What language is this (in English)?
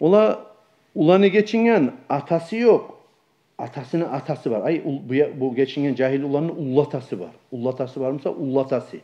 Kumyk